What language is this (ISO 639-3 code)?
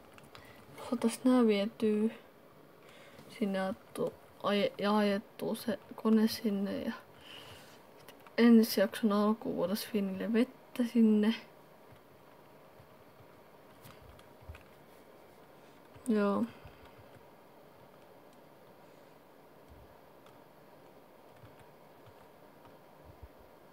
fin